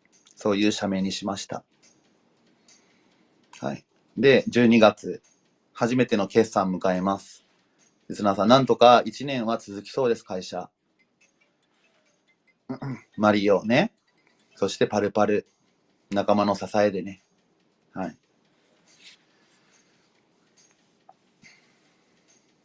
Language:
Japanese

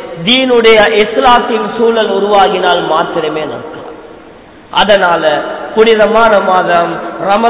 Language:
Tamil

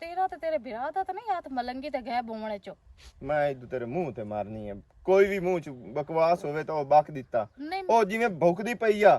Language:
Western Panjabi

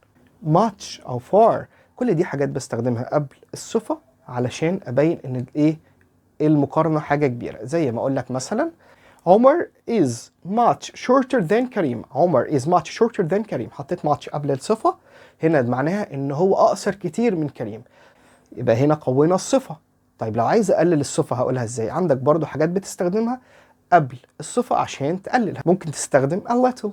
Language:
Egyptian Arabic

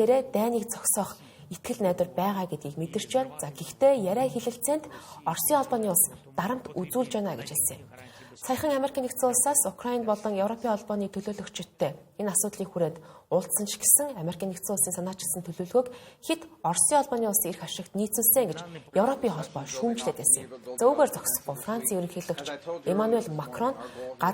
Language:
Mongolian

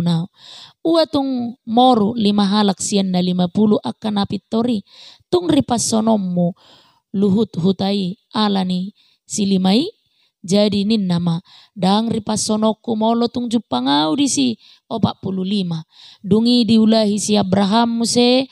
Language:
Batak Toba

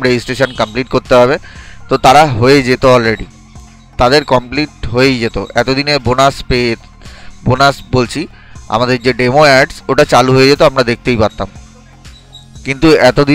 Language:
Bangla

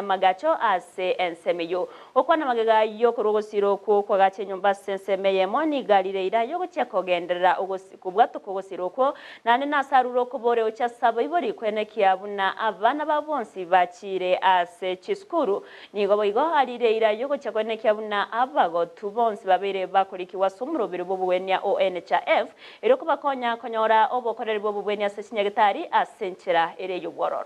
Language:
Gusii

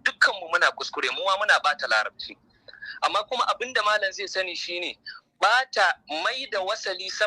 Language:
Hausa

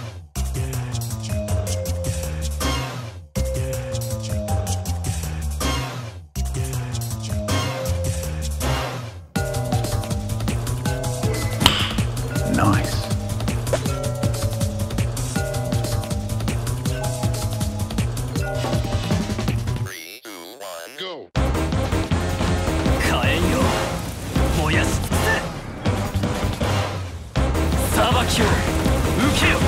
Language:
Japanese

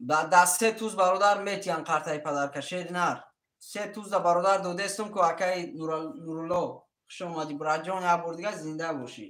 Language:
Tajik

